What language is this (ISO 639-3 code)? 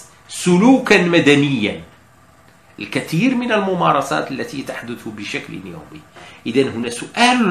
ara